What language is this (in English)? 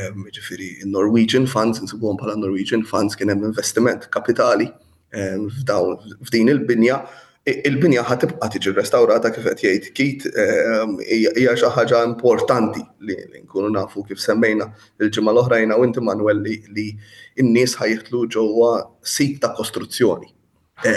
Maltese